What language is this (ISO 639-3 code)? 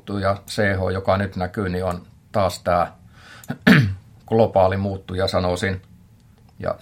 fin